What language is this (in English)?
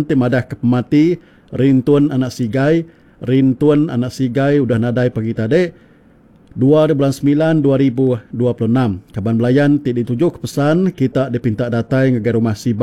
Iban